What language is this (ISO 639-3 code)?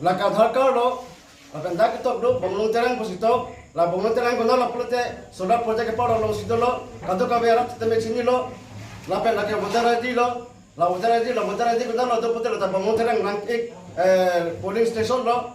mjw